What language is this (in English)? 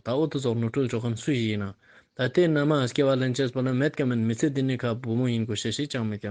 Ladakhi